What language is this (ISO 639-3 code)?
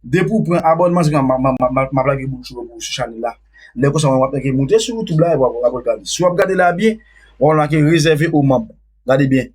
hat